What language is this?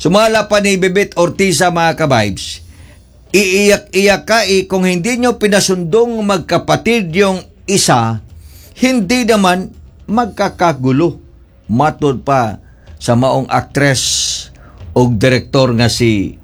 Cebuano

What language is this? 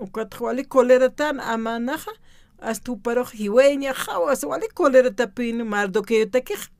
Aymara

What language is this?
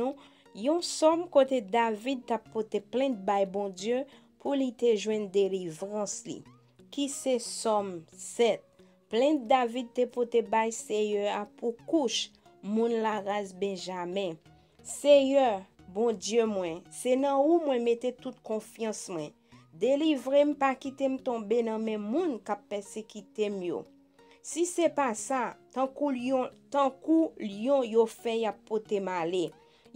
Haitian Creole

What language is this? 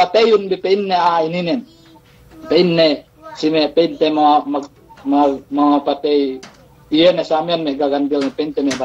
Yakan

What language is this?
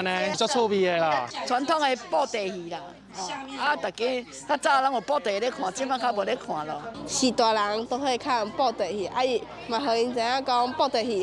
Min Nan Chinese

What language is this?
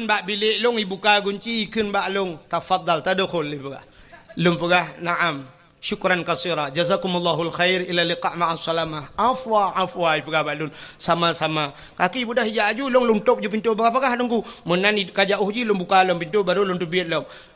Achinese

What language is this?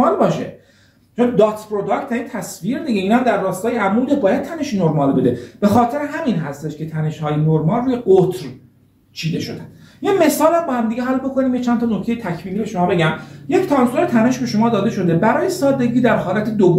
Persian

